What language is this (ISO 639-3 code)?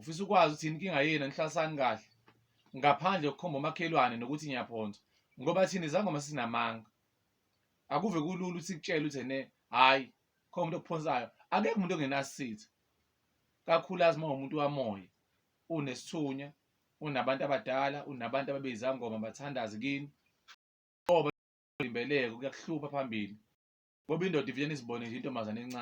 zul